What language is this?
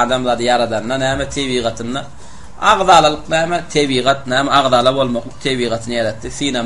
Turkmen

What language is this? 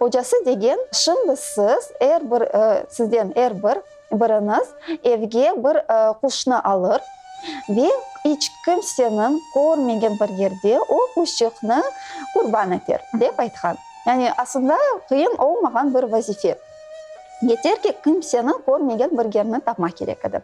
Crimean Tatar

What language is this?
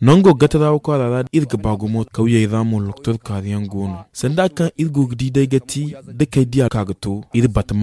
Zarma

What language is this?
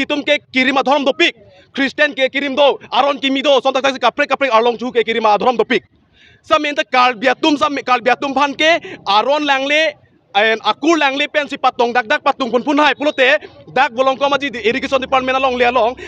Karbi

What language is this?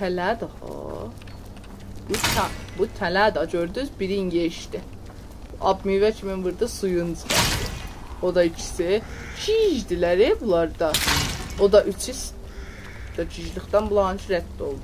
South Azerbaijani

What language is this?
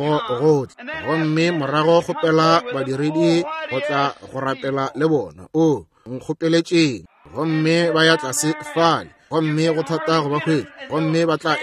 Northern Sotho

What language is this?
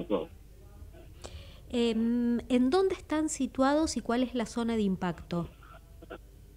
Spanish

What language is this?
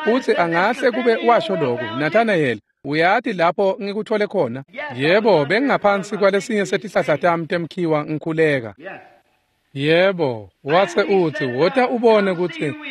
Swati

